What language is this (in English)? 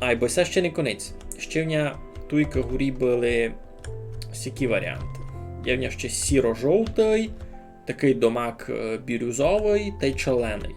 Rusyn